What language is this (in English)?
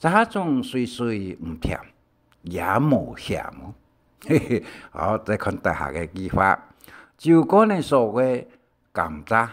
Hakka Chinese